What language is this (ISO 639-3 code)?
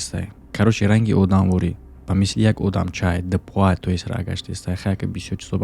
tgk